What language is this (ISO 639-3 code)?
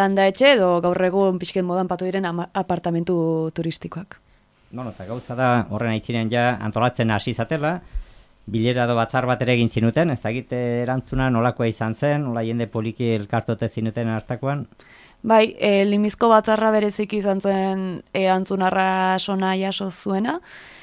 eus